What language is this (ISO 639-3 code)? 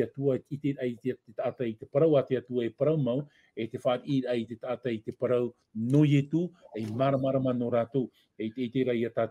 tah